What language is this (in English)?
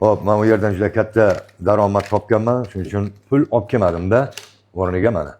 Uzbek